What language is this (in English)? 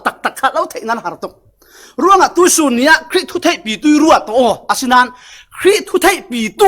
Falam Chin